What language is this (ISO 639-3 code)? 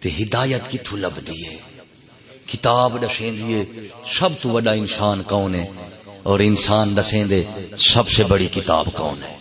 skr